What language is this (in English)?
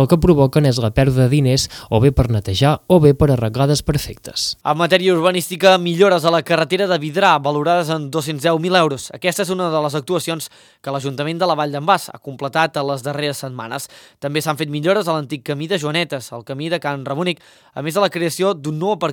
Catalan